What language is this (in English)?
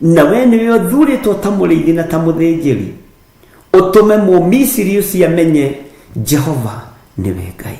Kikuyu